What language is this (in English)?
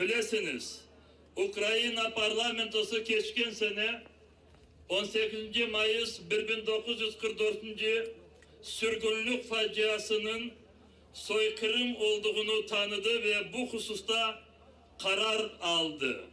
Crimean Tatar